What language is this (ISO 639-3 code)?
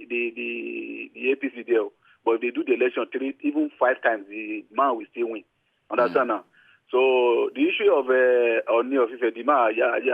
pcm